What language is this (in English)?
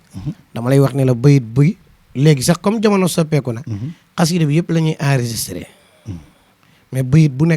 Wolof